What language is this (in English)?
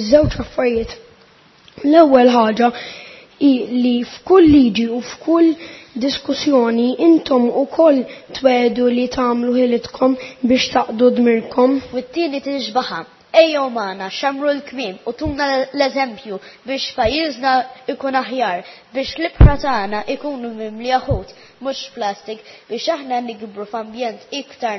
Maltese